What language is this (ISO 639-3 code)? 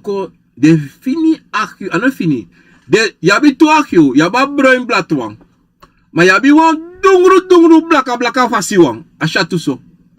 srn